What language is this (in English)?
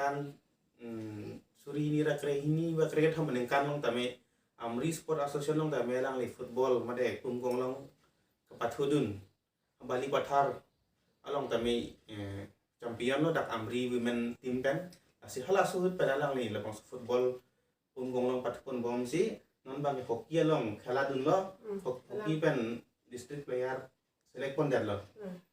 Karbi